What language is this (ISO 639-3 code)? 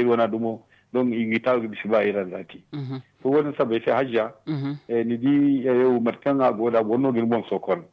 dje